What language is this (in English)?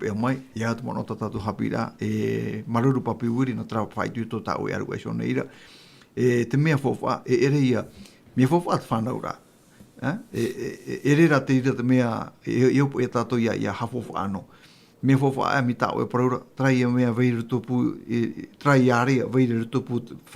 Tahitian